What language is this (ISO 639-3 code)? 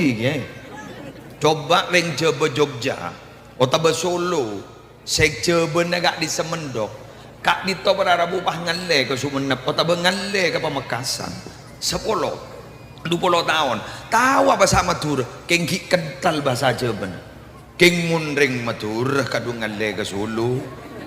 mad